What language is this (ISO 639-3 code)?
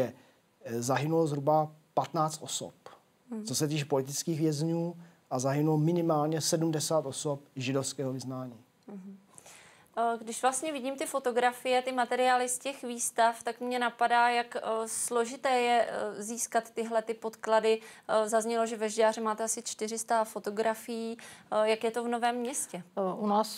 ces